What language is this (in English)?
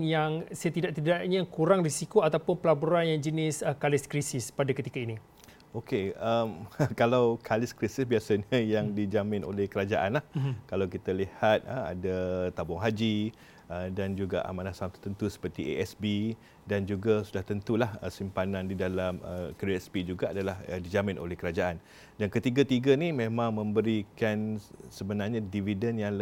Malay